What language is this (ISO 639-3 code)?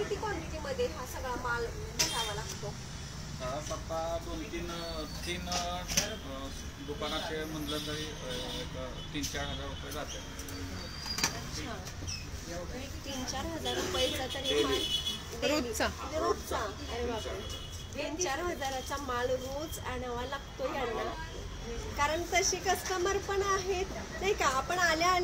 mar